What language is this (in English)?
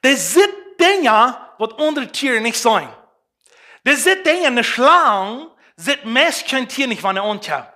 Plautdietsch